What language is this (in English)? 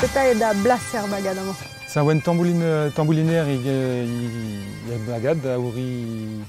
Breton